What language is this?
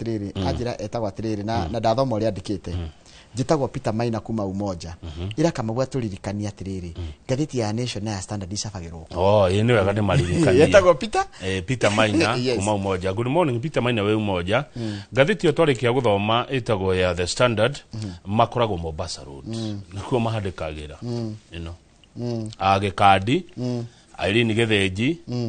Kikuyu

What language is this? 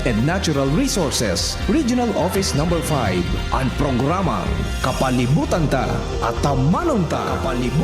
Bikol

